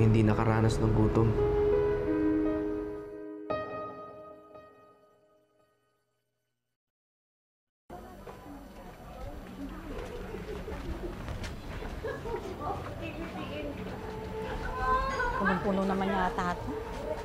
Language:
Filipino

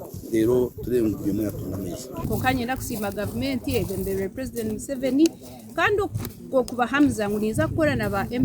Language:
Nyankole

